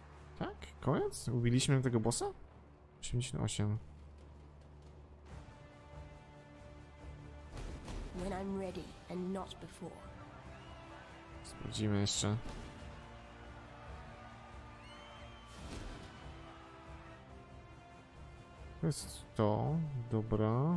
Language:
Polish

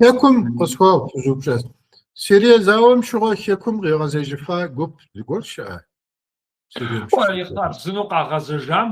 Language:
Kabardian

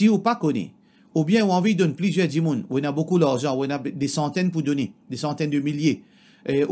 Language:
Morisyen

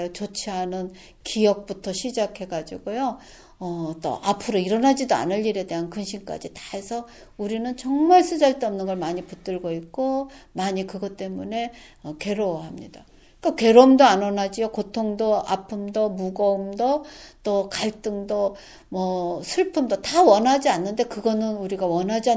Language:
Korean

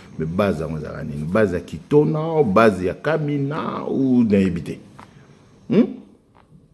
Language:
Lingala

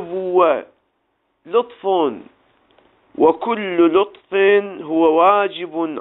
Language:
Arabic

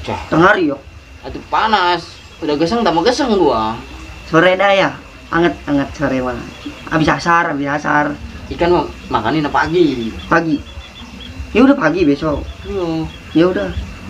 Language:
Betawi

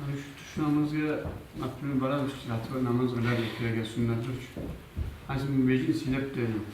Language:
Kumyk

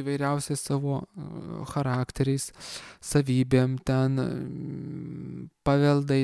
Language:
Lithuanian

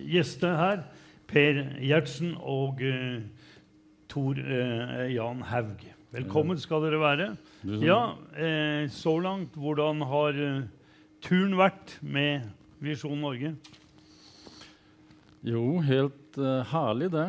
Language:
Norwegian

